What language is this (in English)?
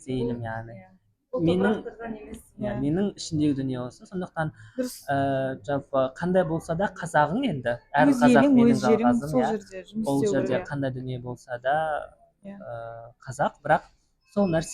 Kazakh